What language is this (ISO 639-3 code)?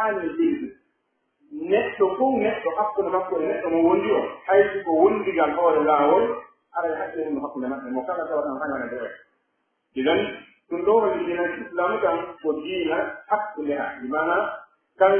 fuf